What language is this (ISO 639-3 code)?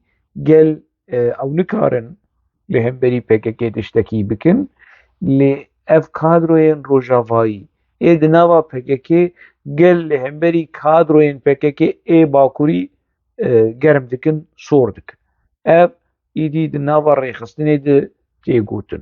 kur